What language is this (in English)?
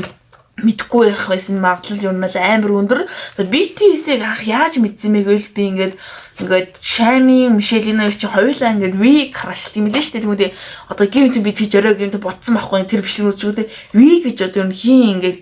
Mongolian